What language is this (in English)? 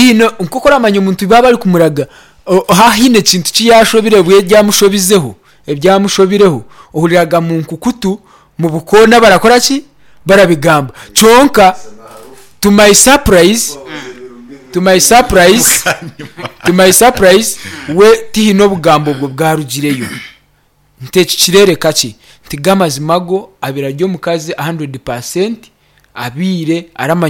Nyankole